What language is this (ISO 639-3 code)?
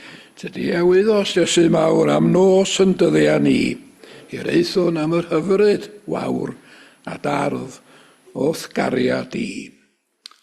cym